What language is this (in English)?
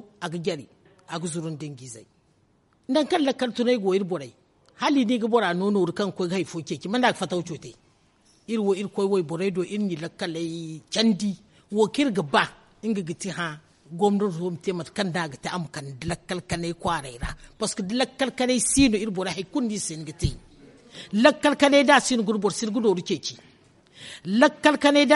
Zarma